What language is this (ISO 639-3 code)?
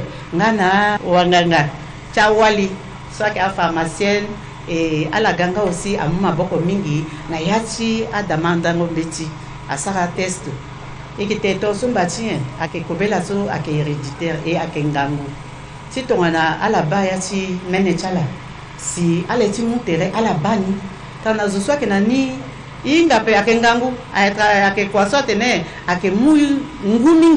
sag